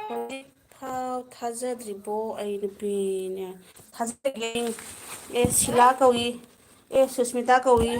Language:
Manipuri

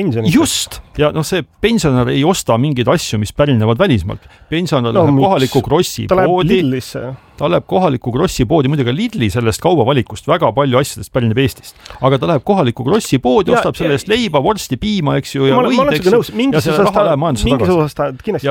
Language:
Estonian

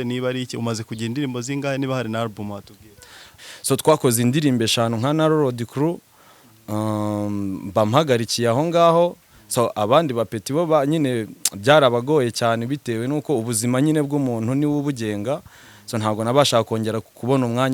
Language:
Kinyarwanda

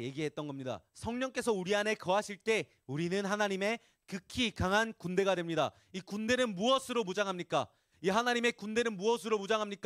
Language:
Korean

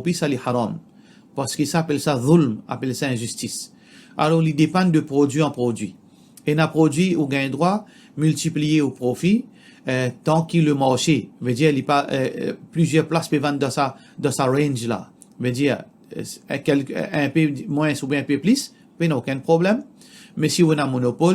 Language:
Morisyen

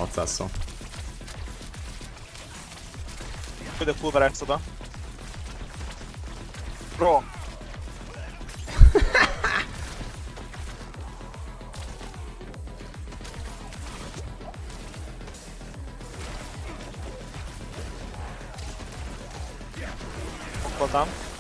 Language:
Hungarian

